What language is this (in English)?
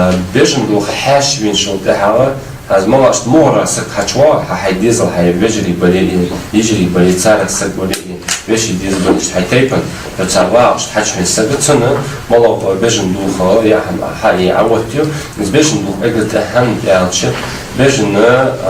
Ingush